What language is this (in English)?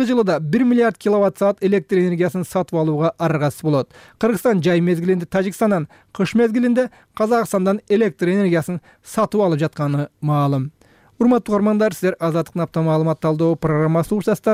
Kyrgyz